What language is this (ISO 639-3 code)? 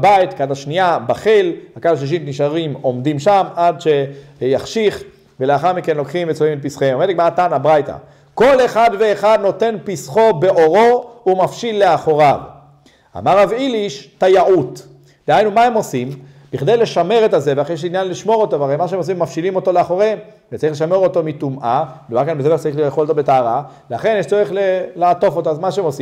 heb